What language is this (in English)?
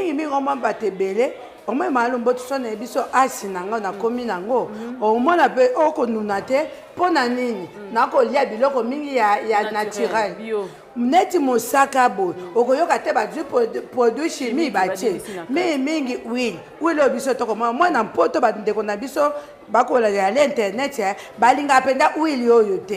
Lingala